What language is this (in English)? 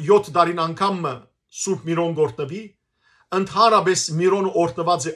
Western Armenian